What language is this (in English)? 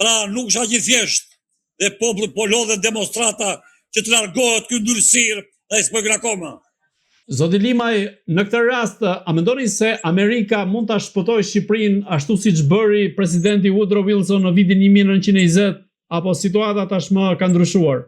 Albanian